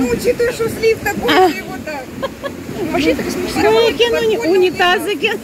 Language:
Crimean Tatar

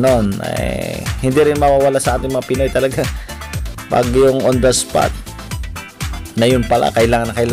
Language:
Filipino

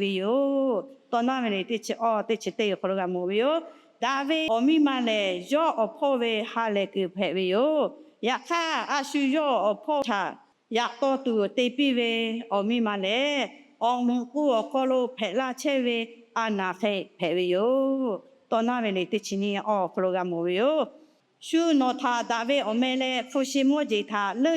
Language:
Lahu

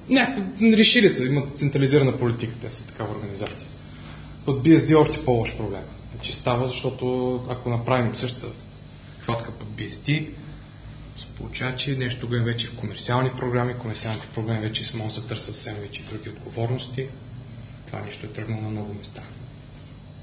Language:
Bulgarian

